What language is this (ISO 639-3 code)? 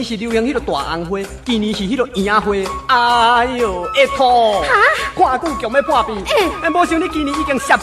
nan